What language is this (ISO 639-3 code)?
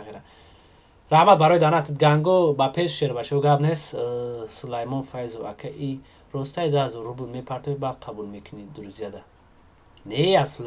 tgk